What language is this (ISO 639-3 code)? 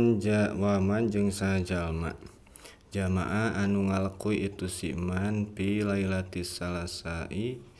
sun